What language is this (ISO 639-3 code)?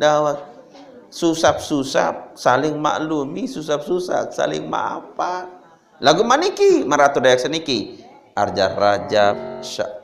sas